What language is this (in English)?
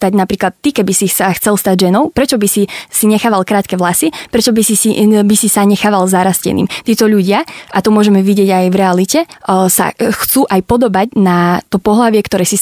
Slovak